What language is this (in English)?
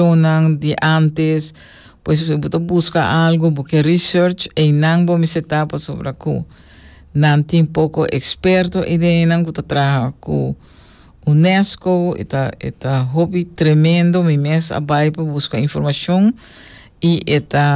Papiamento